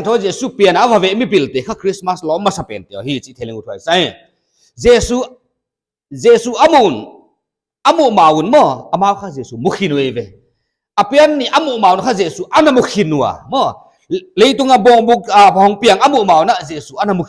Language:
Paite Chin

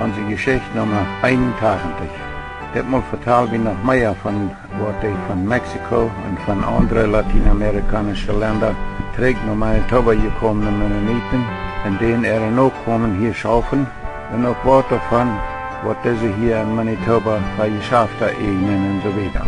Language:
Plautdietsch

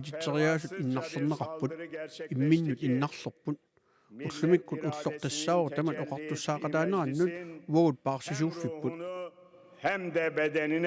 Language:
Kalaallisut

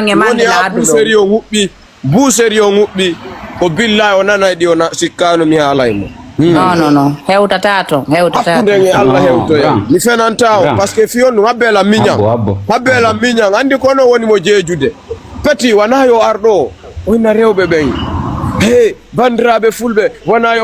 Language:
Fula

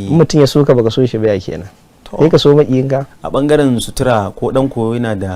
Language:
Hausa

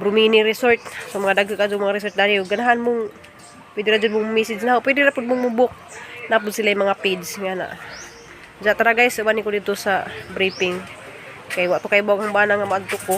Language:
Cebuano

